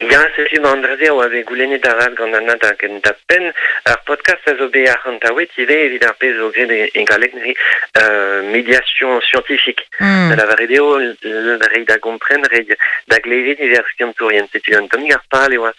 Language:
Breton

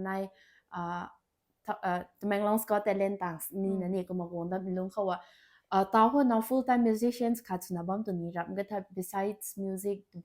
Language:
Rongmei Naga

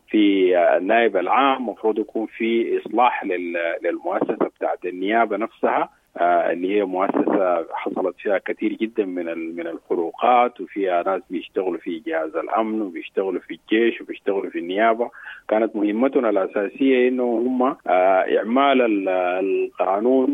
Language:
Sudanese Arabic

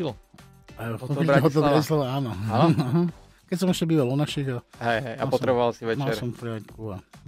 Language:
Slovak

